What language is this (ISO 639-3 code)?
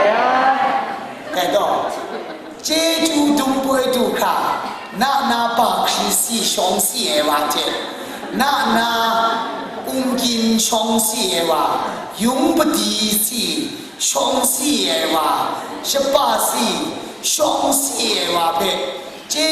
kac